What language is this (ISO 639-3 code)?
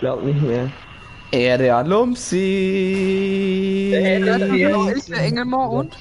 bar